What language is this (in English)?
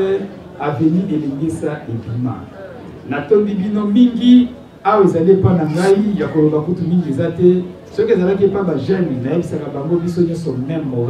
Lingala